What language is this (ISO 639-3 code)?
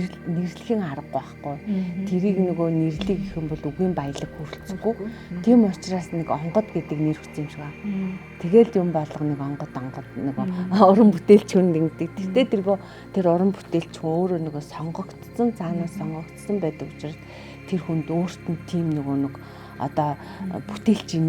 mon